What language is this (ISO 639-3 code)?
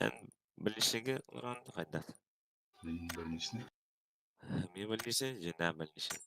sah